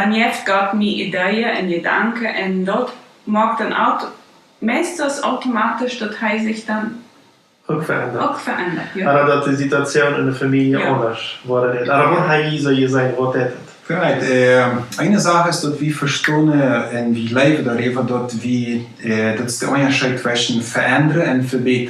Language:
Plautdietsch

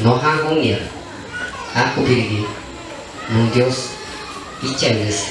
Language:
Shipibo-Conibo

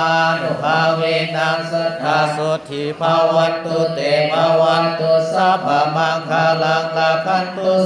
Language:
Pali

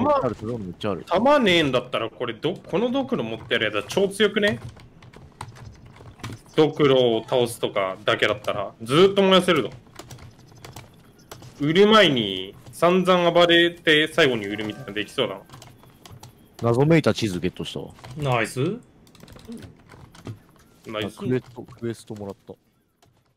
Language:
Japanese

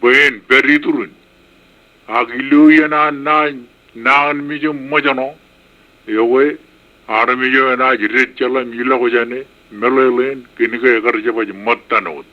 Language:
Marshallese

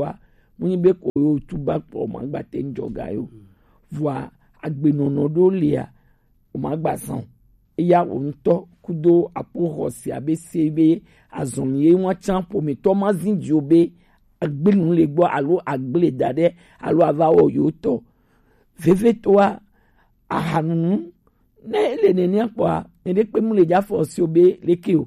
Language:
Gen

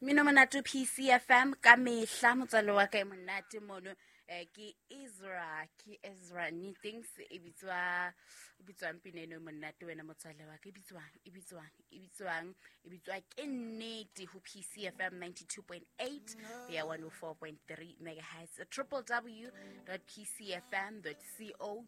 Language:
Southern Sotho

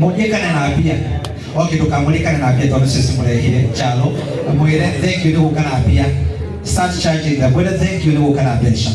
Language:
Kikuyu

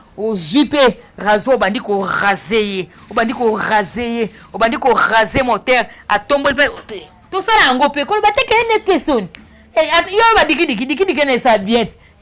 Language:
Lingala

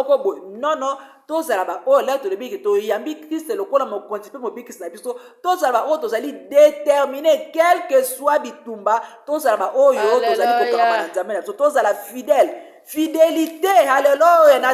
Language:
Lingala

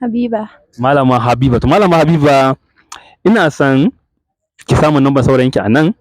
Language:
Hausa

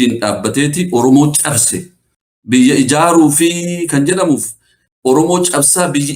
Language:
Oromo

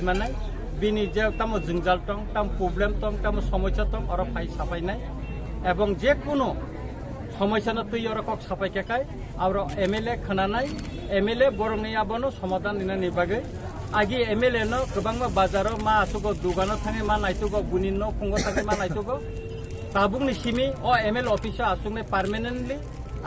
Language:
Kok Borok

